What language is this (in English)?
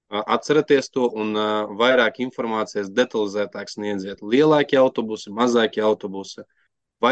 Latvian